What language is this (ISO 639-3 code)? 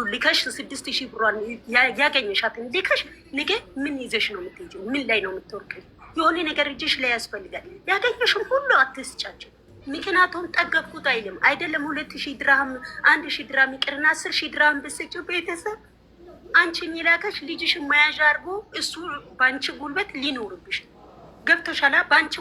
amh